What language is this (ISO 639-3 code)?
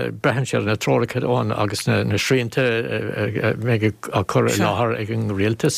gle